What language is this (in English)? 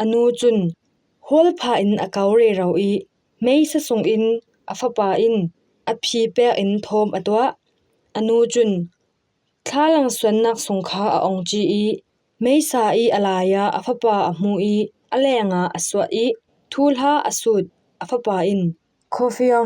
Falam Chin